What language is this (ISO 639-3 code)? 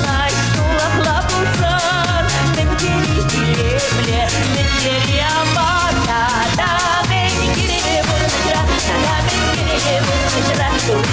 chv